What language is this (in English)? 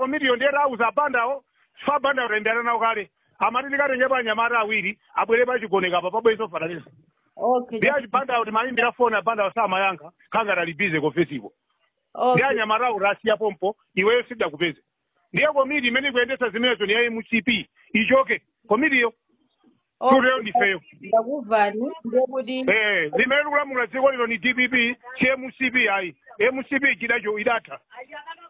Nyanja